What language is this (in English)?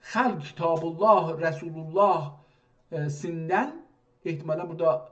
South Azerbaijani